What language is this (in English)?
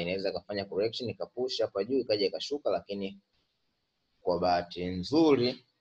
Swahili